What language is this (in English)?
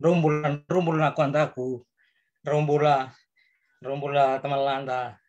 Fijian